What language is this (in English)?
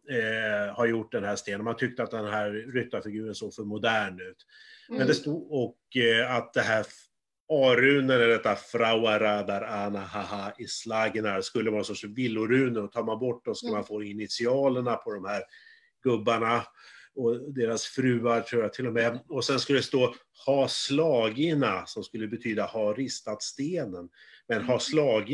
Swedish